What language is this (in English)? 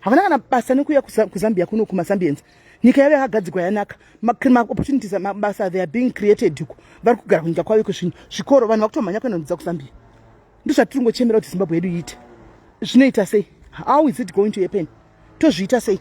Shona